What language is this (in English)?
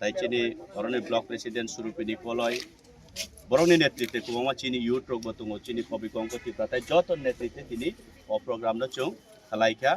Kok Borok